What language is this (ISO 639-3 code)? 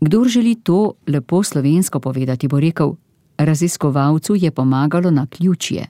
slv